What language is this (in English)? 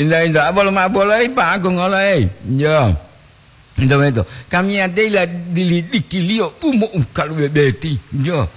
Gorontalo